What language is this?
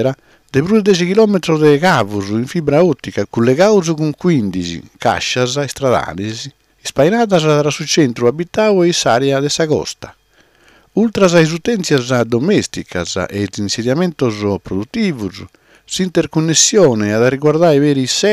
Sardinian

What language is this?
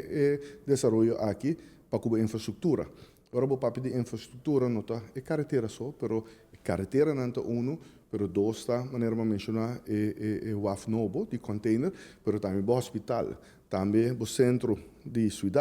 Papiamento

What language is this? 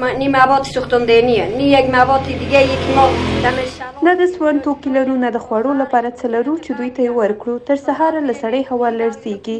Pashto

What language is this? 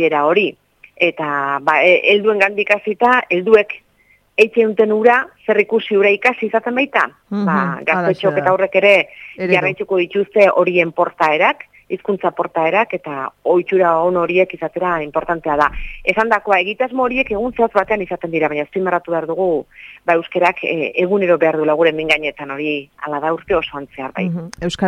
Basque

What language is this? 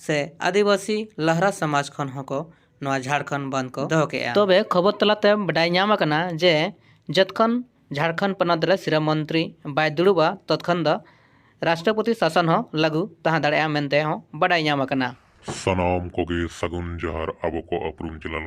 Santali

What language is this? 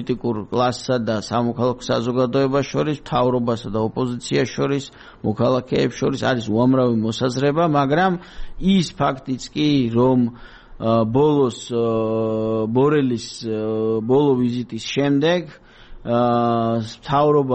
Georgian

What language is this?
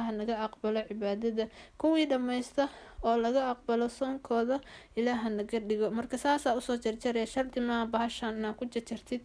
Somali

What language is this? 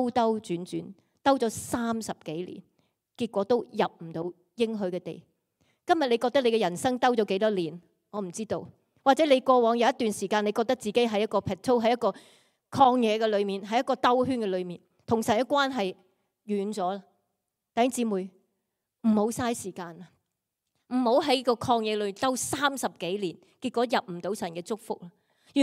Cantonese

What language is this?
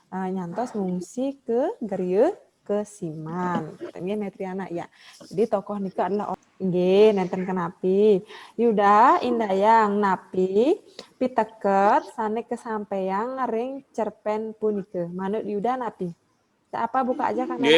Balinese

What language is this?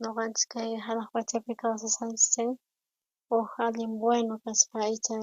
South Bolivian Quechua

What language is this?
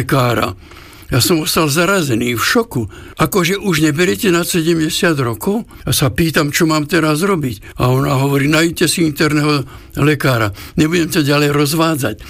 Slovak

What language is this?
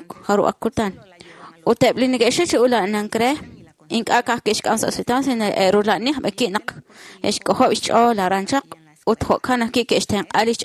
Kekchí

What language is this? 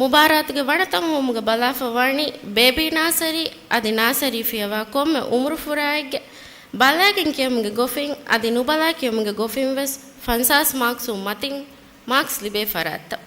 Divehi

